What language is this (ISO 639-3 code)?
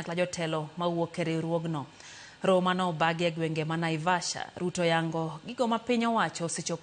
luo